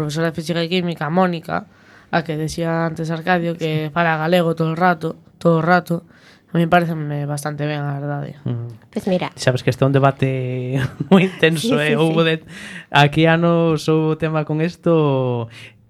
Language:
Galician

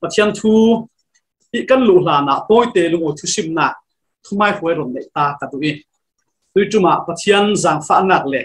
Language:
Falam Chin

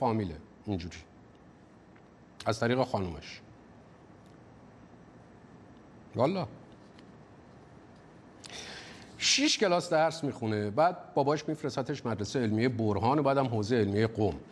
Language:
Persian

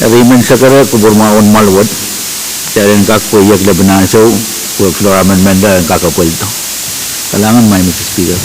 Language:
Pohnpeian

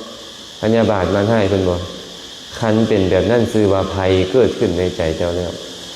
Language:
Lao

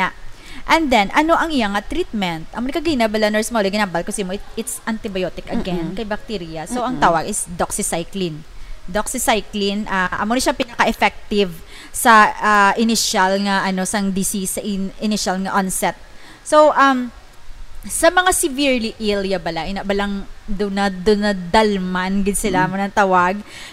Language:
Hiligaynon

